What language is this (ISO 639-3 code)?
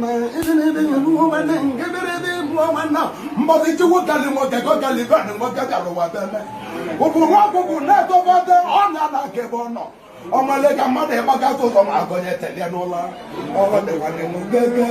ibo